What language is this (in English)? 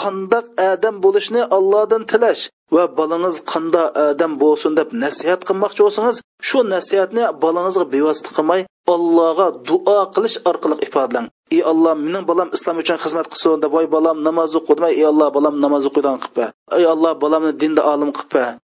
Uyghur